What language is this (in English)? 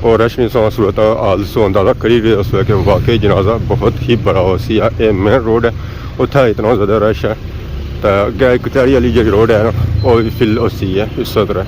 Pahari-Potwari